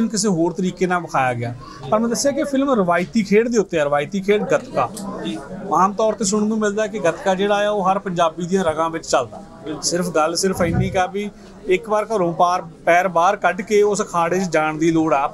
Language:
Punjabi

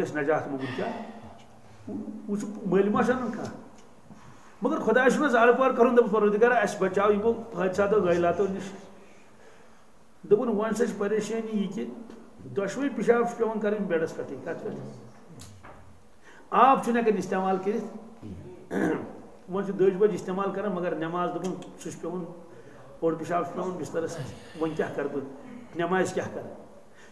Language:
Kashmiri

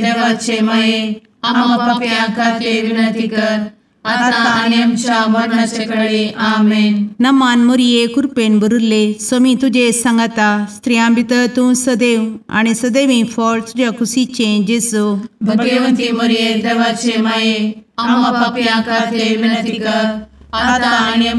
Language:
Konkani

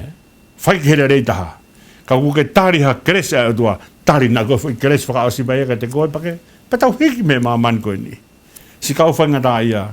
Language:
Tongan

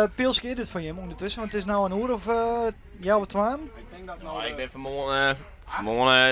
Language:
Western Frisian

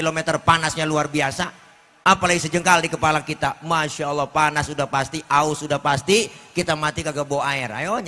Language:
Betawi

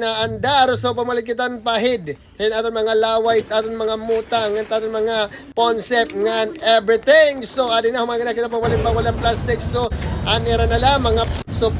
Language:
Waray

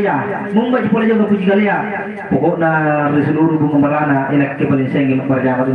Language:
Makasar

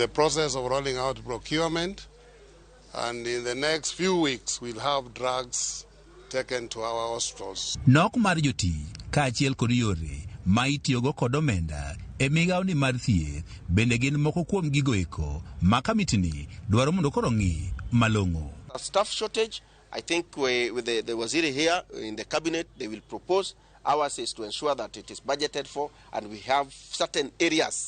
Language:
Luo (Kenya and Tanzania)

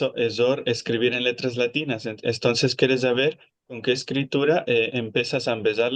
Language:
Ladino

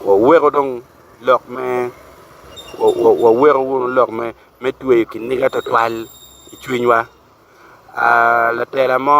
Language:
Acoli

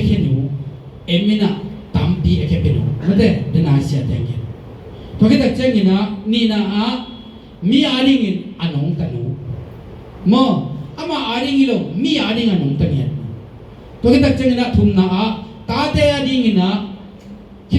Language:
Tedim Chin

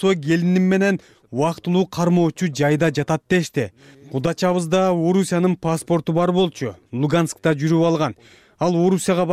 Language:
Kyrgyz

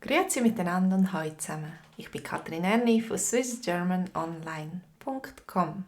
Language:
Swiss German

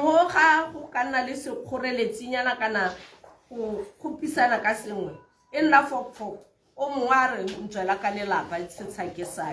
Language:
Tswana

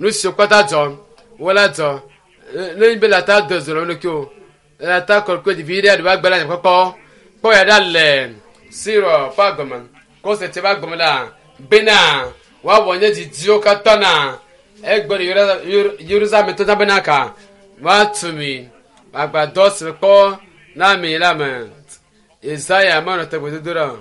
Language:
Ewe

